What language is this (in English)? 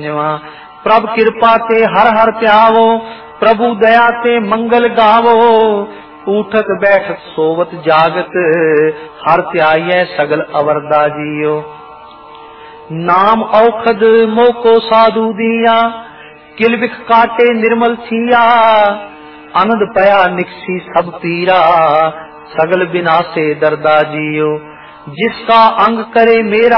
Punjabi